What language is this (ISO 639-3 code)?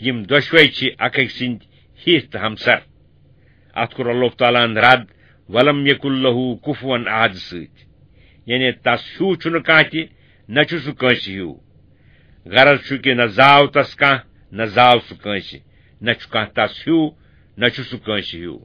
kas